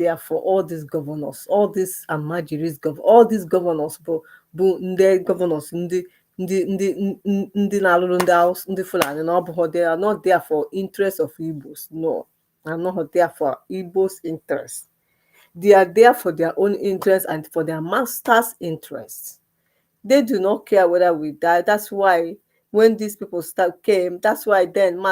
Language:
Igbo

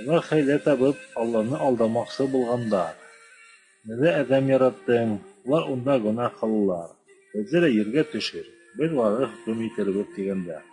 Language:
Bashkir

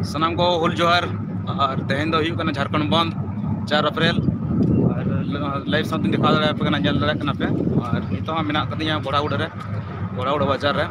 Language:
Santali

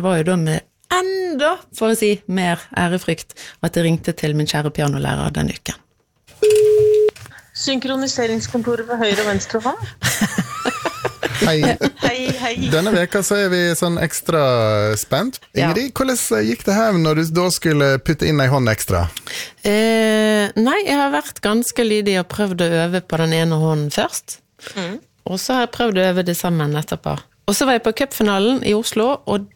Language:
Norwegian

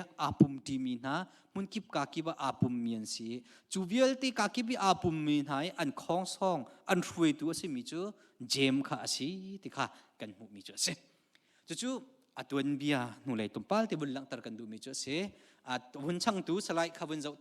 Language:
Hakha Chin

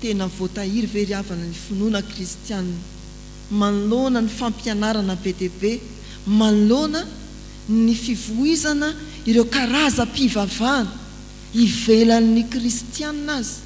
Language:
Malagasy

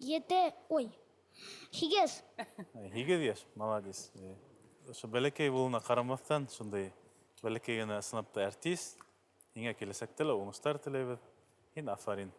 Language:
Bashkir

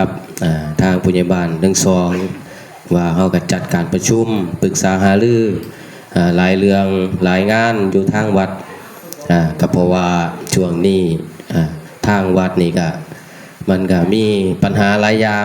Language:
Northeastern Thai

